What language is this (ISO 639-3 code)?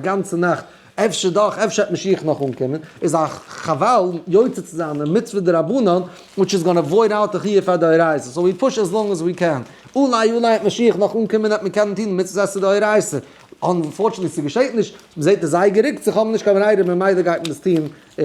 yid